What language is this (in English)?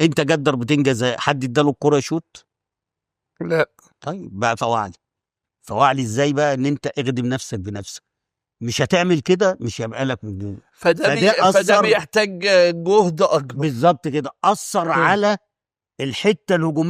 Egyptian Arabic